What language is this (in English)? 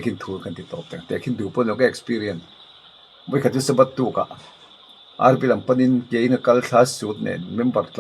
Mizo